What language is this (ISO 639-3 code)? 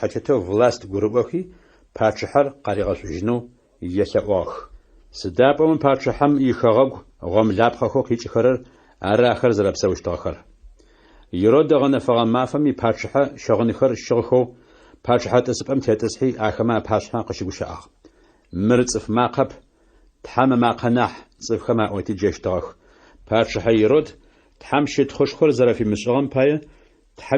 ady